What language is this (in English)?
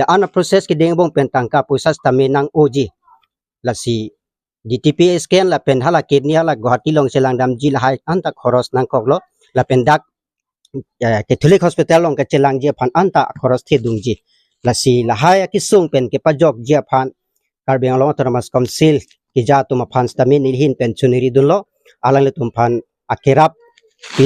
Karbi